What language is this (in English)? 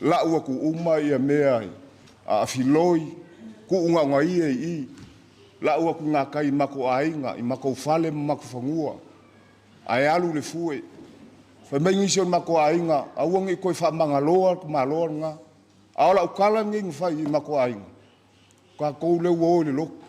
Samoan